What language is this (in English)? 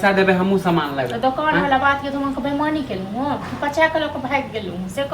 Maithili